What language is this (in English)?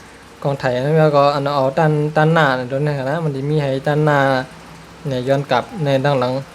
Shan